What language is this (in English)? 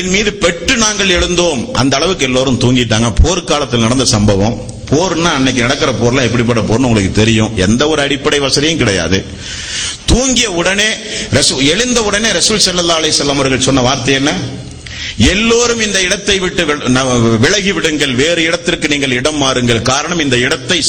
Tamil